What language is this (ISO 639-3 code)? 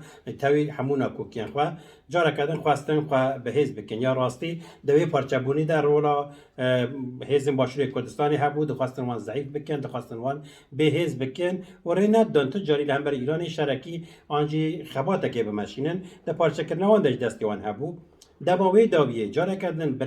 kur